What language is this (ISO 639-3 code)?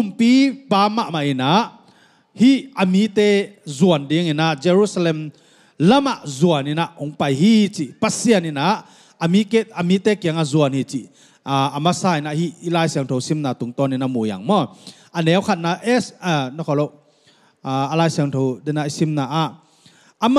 ctd